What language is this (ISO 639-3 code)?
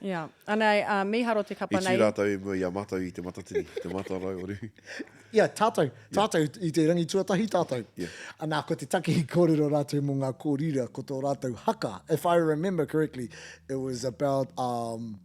mri